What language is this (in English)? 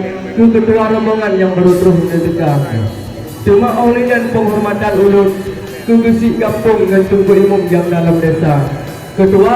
Achinese